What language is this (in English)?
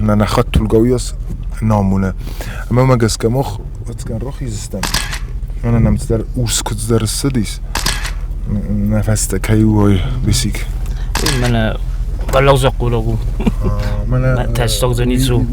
Ossetic